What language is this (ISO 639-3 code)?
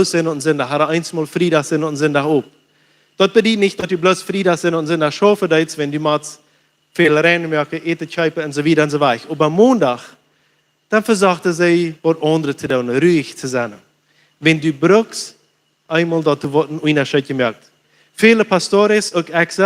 pdt